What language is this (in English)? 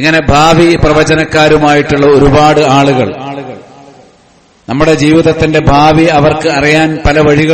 Malayalam